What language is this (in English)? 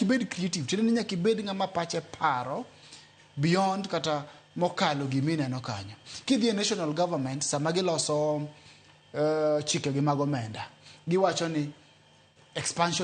Luo (Kenya and Tanzania)